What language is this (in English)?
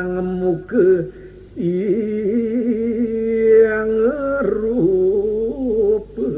Balinese